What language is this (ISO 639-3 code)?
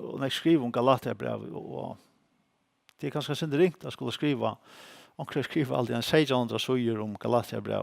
fao